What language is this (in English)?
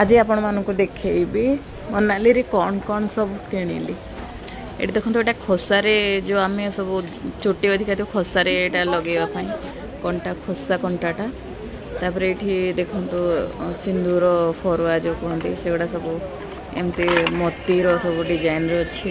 Odia